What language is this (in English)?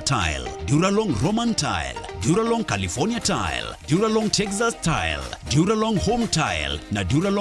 Meru